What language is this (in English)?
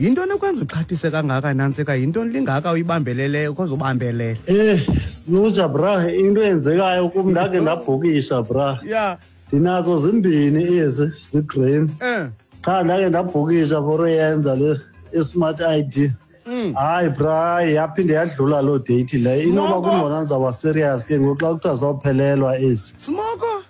Xhosa